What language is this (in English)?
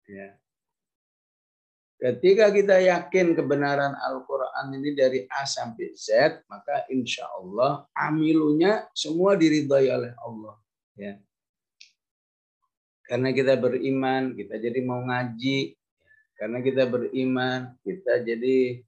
Indonesian